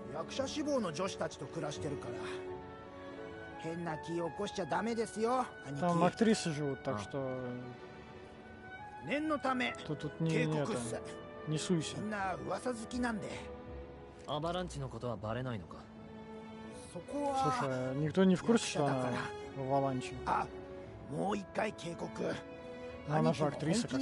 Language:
Japanese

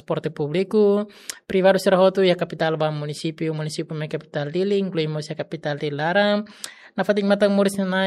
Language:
Tetum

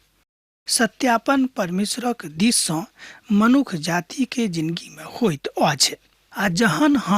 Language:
Maithili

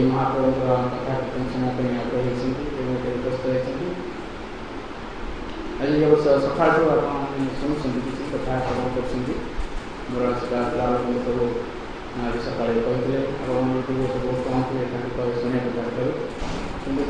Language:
Odia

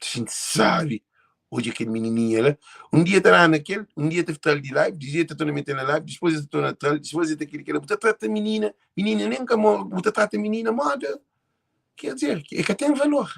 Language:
Kabuverdianu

